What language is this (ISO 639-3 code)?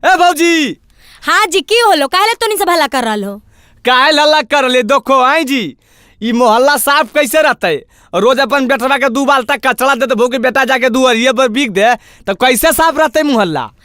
mag